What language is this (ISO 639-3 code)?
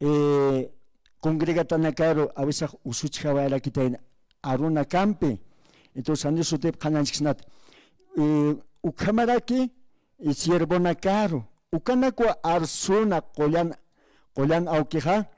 aym